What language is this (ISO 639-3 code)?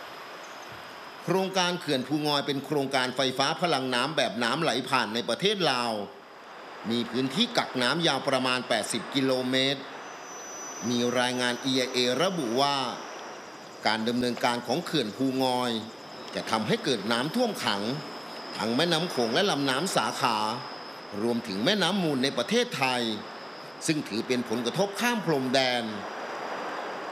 tha